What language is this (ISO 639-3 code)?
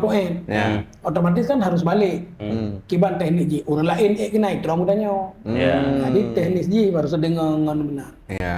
ace